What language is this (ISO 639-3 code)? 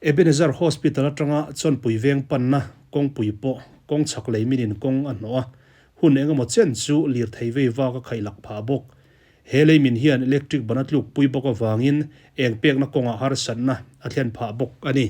lus